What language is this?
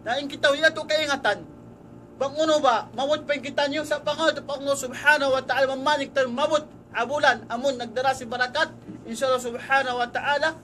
Tausug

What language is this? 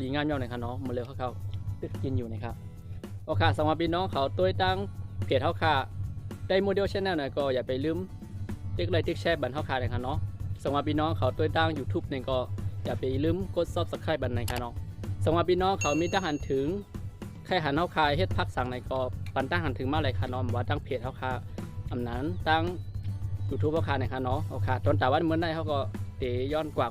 Shan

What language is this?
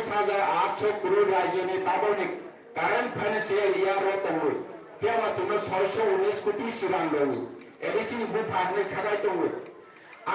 Kok Borok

